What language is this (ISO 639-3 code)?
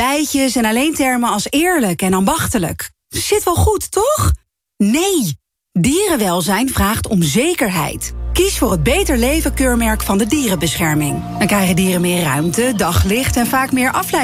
nld